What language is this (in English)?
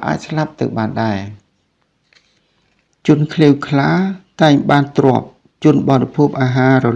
Khmer